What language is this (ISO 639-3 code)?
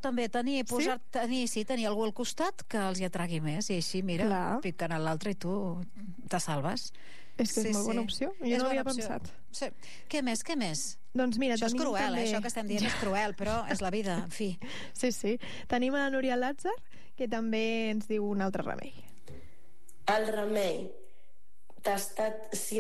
cat